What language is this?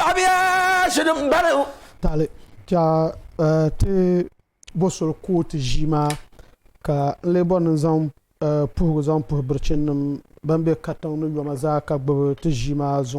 Dagbani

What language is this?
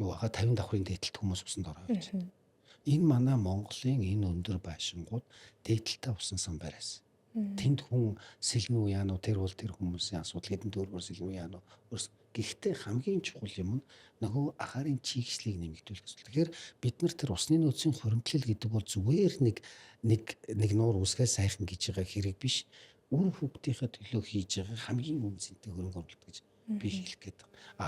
Mongolian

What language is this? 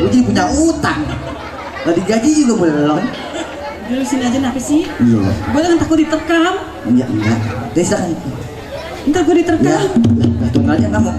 Betawi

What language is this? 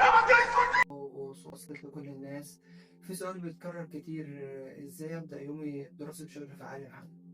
Egyptian Arabic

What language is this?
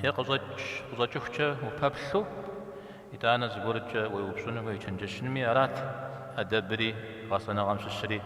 Kabardian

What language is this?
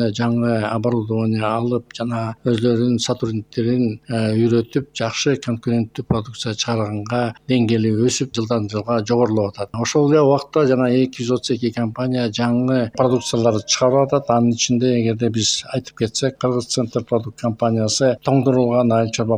Kyrgyz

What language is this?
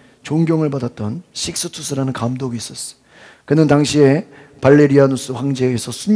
Korean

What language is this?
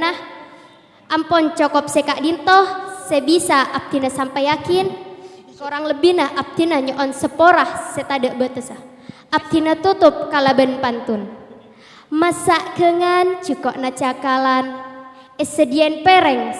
Madurese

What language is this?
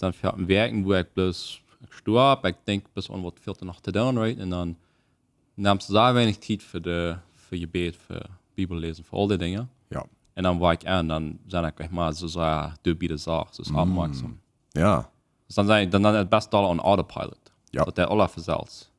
Plautdietsch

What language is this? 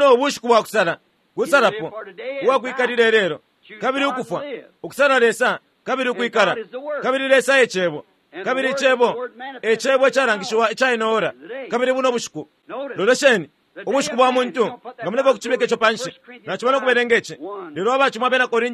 Bemba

